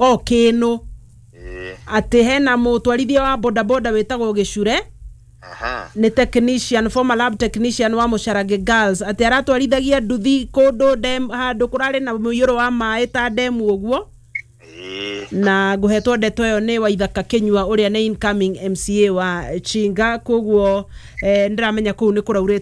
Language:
Kikuyu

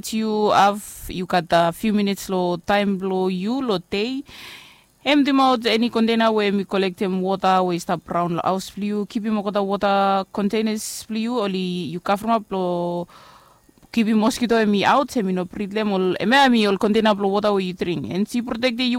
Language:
Bislama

